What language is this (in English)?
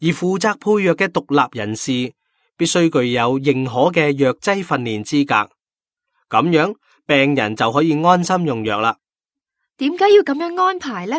Cantonese